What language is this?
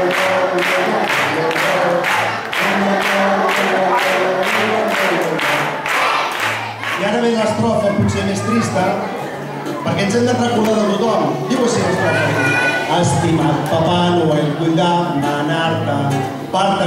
Catalan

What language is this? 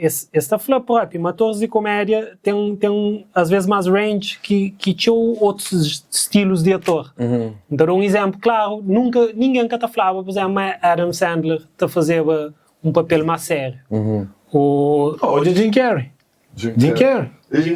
Kabuverdianu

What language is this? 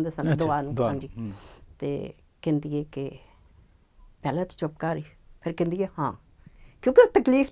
Punjabi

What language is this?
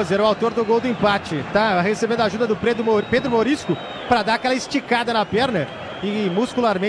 Portuguese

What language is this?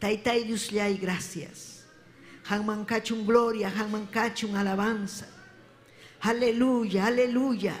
Ayacucho Quechua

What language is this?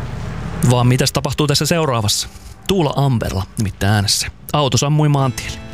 Finnish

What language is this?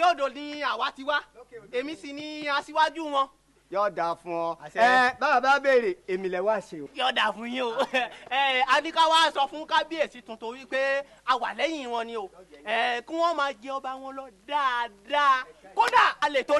Yoruba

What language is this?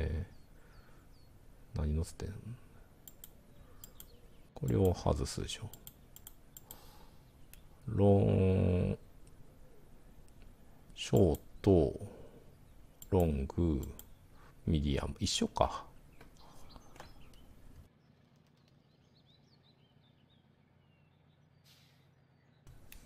Japanese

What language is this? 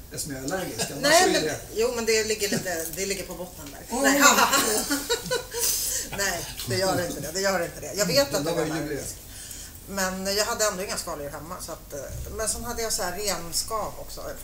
Swedish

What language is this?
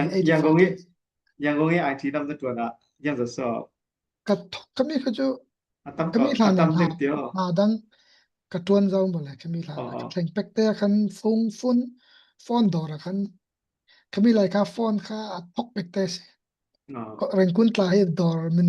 Falam Chin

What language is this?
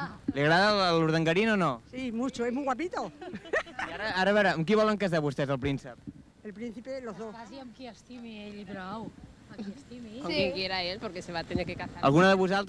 Catalan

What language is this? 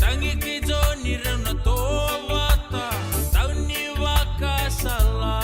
Fijian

